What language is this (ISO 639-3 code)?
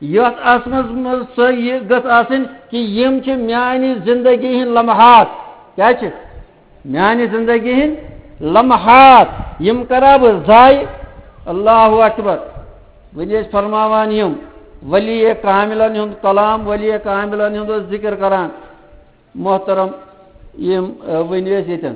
kas